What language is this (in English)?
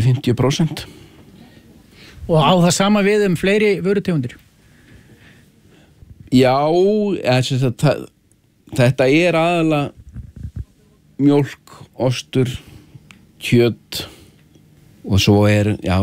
Icelandic